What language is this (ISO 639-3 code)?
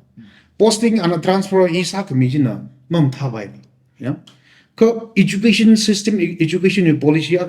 nmf